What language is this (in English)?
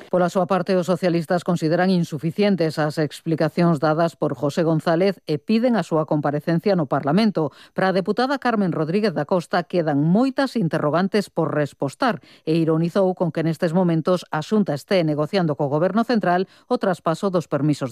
Galician